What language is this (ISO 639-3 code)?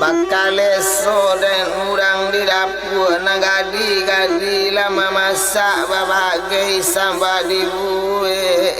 min